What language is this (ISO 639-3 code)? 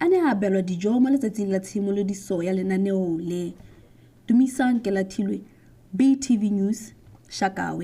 tsn